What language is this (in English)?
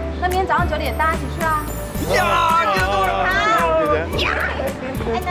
Hakka Chinese